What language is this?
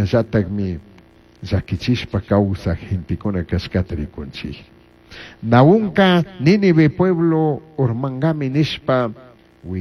Chimborazo Highland Quichua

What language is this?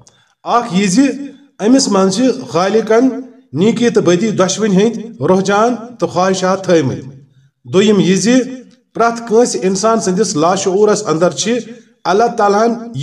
Kashmiri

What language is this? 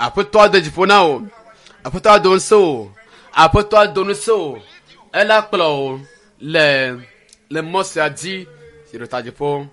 Ewe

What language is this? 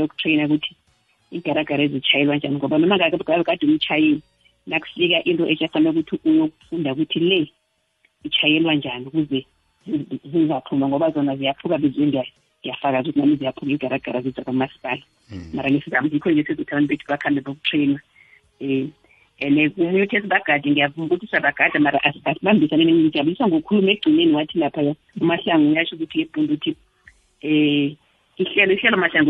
South Ndebele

